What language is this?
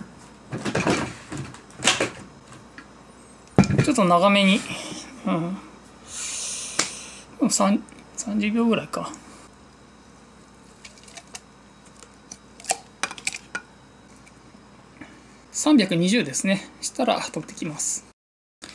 Japanese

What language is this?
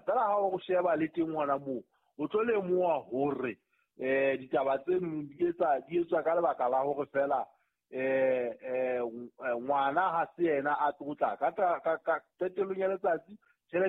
Southern Sotho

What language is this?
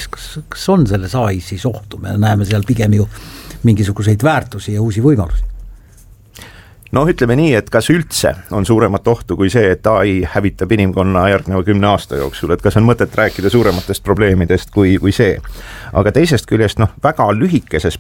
Estonian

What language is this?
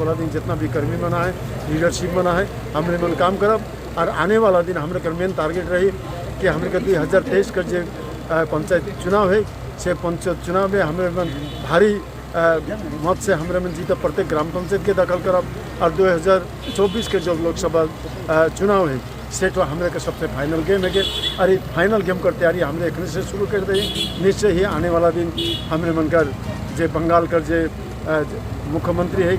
Sadri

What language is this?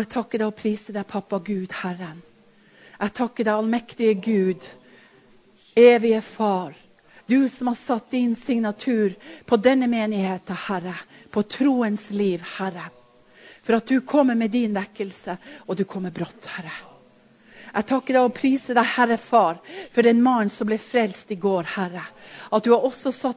Norwegian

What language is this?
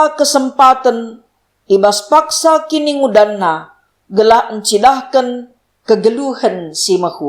Batak Karo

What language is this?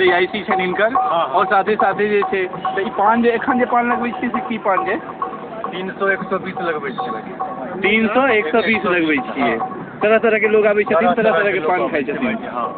Maithili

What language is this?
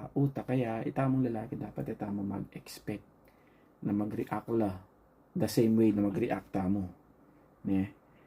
Pampanga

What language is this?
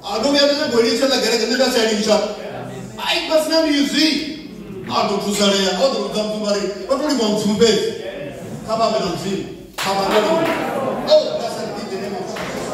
Venda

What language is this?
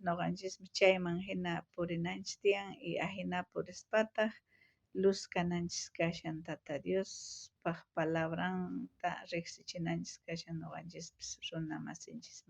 South Bolivian Quechua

